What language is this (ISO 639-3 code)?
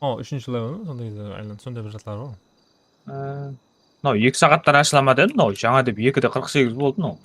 kaa